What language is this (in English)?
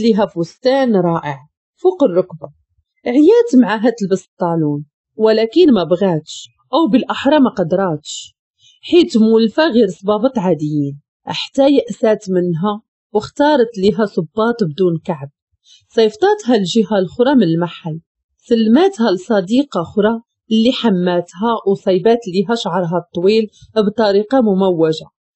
Moroccan Arabic